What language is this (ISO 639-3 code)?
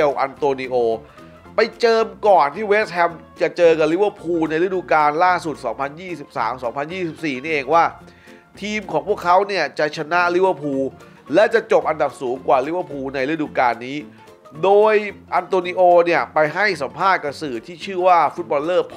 tha